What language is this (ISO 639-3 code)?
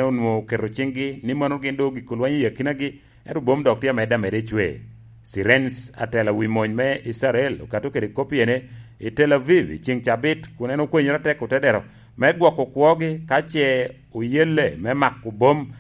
laj